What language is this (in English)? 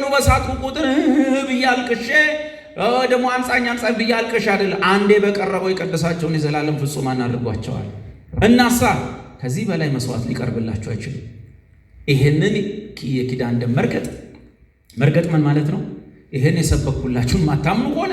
Amharic